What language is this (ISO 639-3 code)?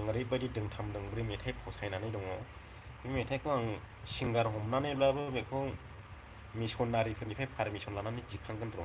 brx